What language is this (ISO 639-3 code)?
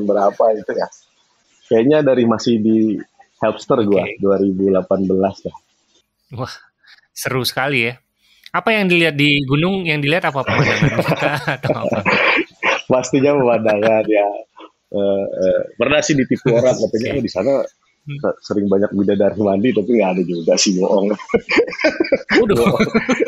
ind